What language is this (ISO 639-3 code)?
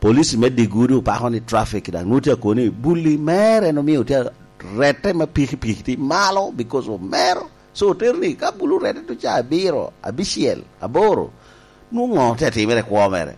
laj